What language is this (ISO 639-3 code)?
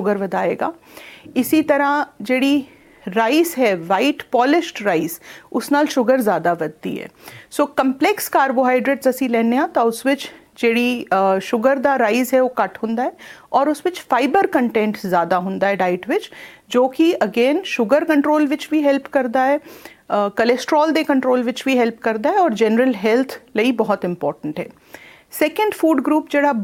pan